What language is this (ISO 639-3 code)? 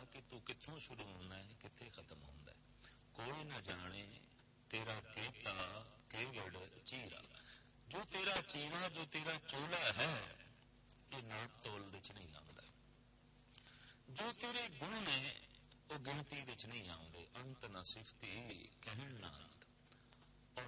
pan